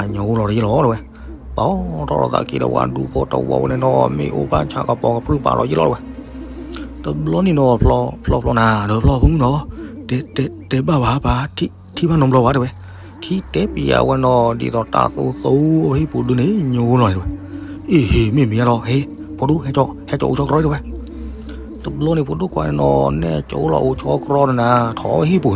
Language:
S'gaw Karen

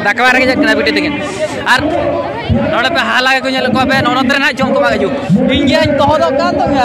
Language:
Santali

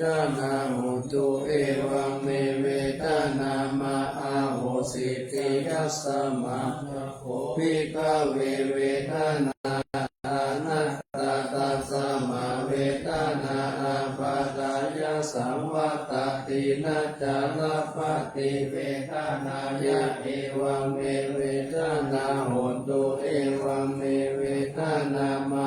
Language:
Pali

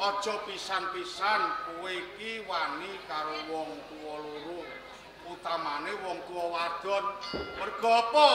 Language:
Javanese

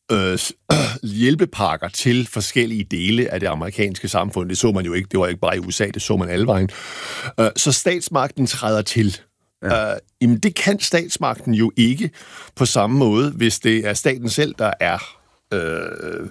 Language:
Danish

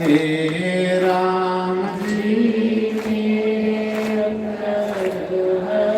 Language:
Dogri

